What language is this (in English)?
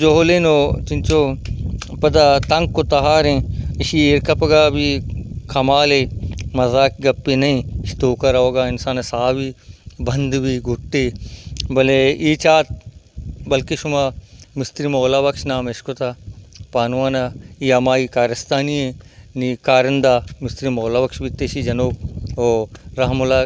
Baluchi